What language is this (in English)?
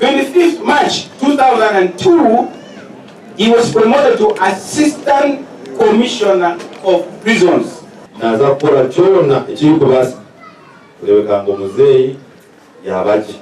Nyankole